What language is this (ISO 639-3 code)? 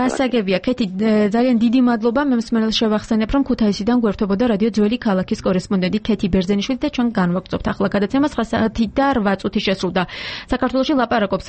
kat